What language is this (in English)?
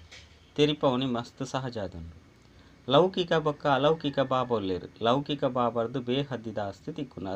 Tulu